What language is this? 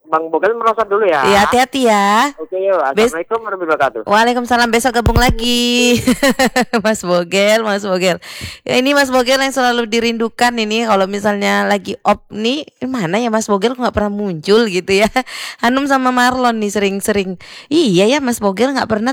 Indonesian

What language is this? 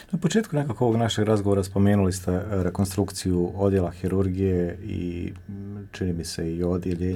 Bosnian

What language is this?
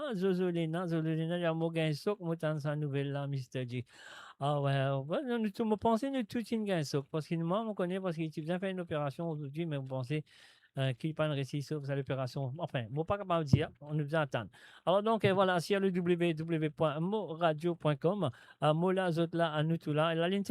Morisyen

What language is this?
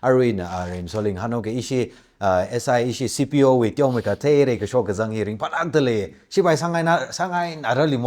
Tangkhul Naga (India)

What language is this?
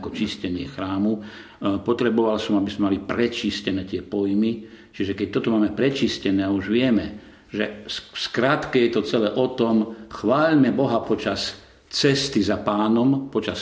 Slovak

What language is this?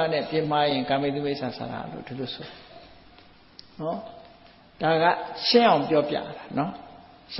Burmese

